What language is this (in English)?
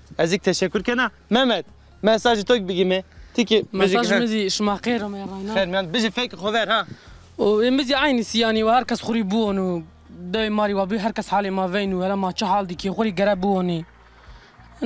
Zaza